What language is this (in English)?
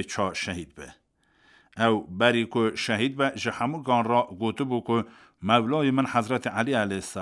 Kurdish